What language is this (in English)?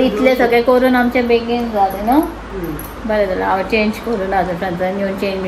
Konkani